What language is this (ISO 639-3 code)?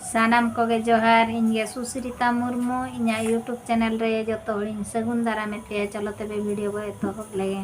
sat